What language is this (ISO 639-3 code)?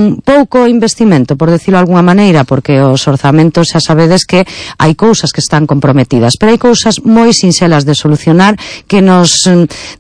glg